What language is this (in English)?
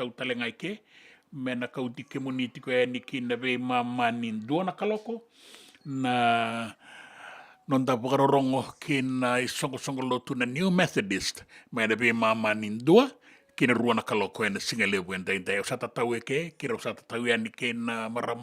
Fijian